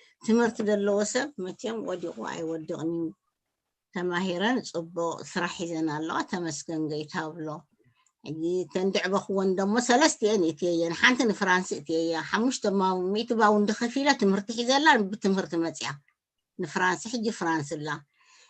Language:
Tigrinya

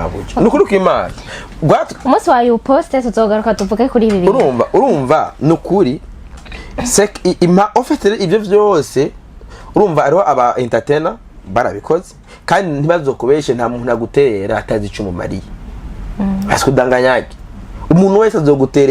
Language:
Rundi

